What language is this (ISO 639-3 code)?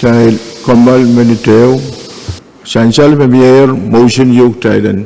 pon